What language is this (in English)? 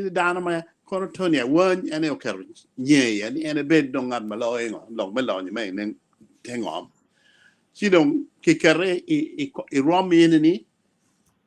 Acoli